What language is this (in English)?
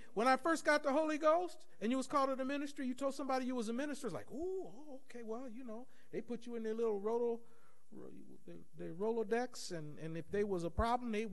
English